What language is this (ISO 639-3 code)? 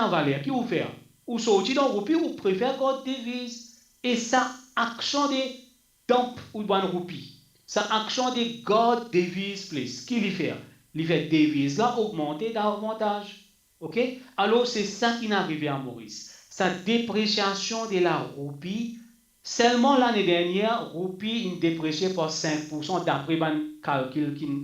mfe